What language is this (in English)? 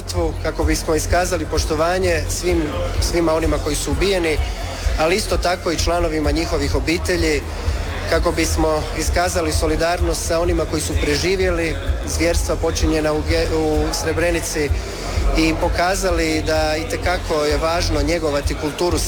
Croatian